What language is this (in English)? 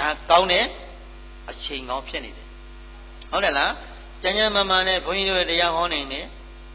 Burmese